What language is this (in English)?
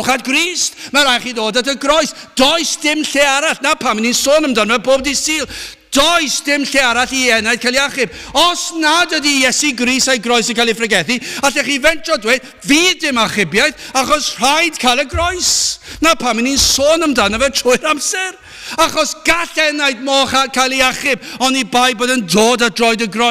Welsh